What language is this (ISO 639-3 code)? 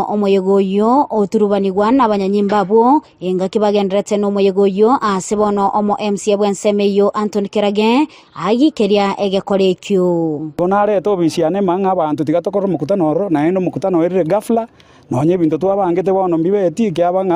guz